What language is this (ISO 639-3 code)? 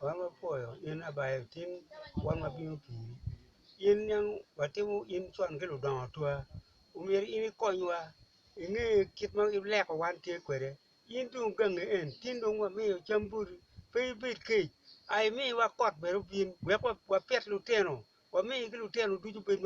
ach